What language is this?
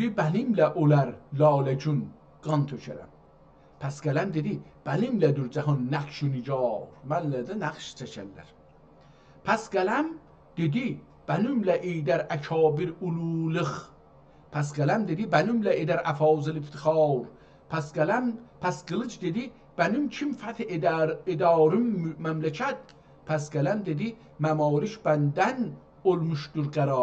South Azerbaijani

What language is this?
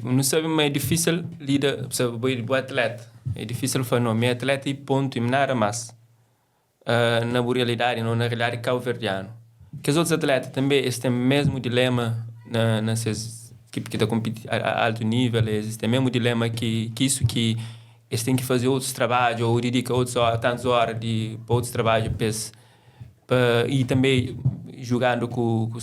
Kabuverdianu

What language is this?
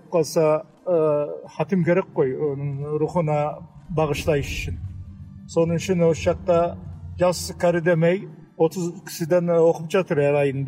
Kazakh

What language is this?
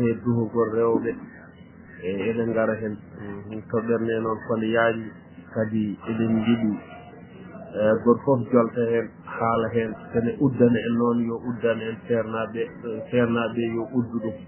Fula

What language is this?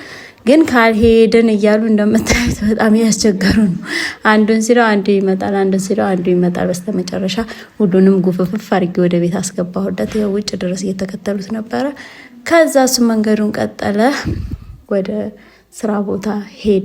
Amharic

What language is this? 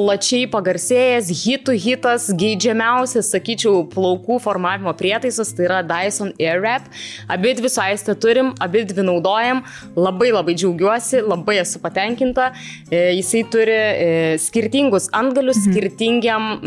Lithuanian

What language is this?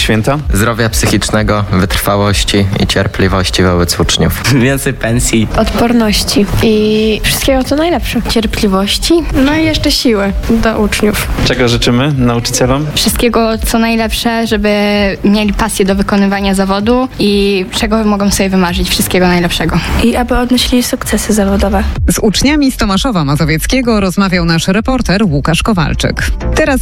Polish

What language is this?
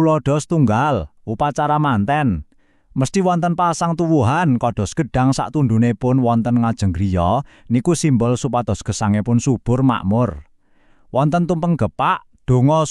Javanese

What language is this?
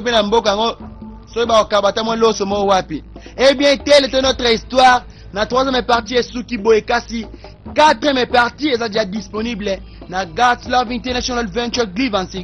Lingala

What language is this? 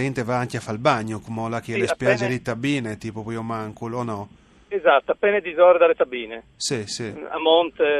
Friulian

